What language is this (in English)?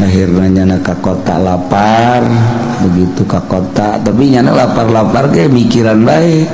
Sundanese